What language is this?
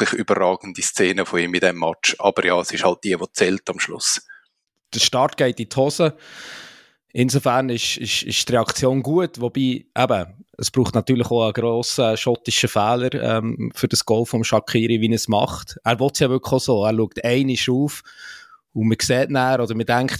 German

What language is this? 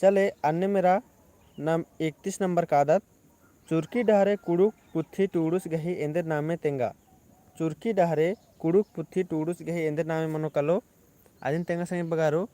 Kurukh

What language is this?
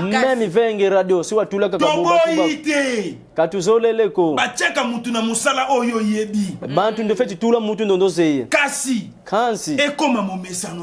Lingala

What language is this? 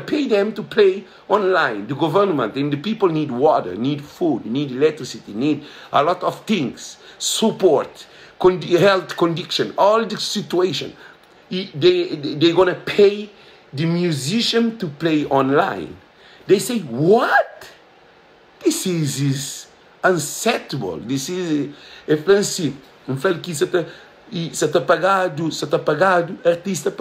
Kabuverdianu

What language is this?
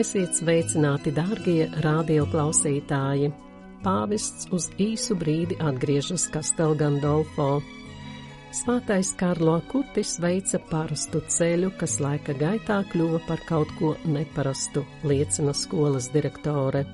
Latvian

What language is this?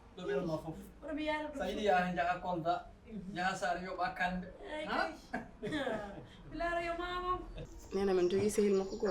Fula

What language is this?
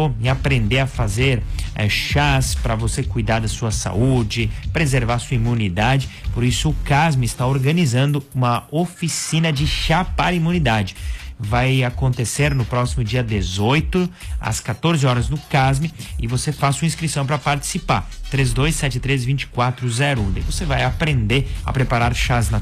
Portuguese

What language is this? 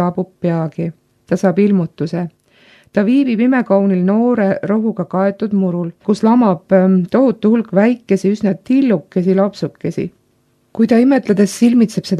Estonian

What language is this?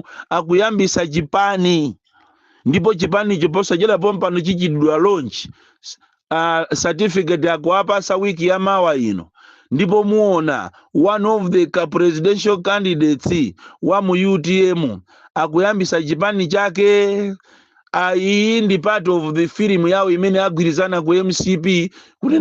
Nyanja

